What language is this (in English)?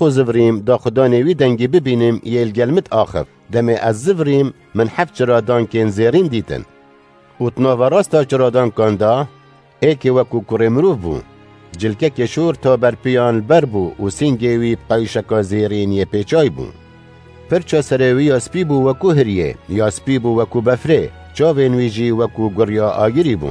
Kurdish